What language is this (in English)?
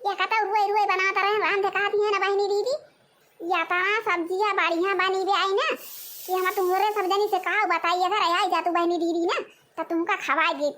Awadhi